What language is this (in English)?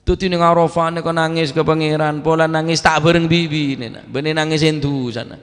Madurese